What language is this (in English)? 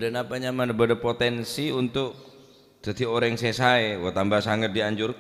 Madurese